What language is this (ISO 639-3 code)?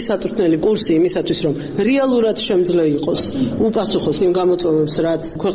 kat